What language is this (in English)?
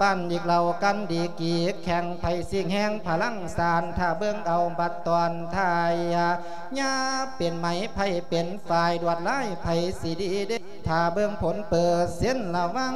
Lao